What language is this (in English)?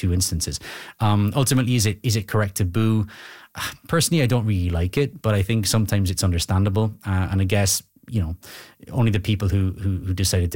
English